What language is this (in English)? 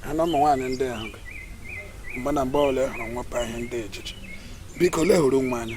Igbo